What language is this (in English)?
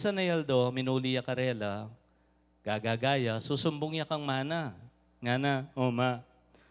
Pampanga